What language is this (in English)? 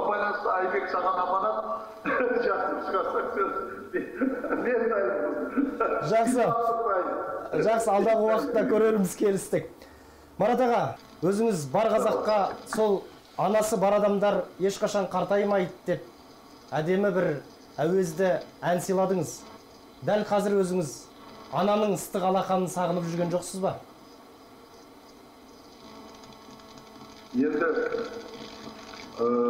Kazakh